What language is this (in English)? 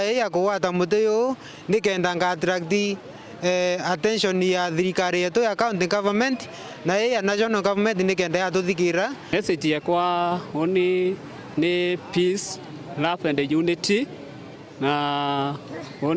Meru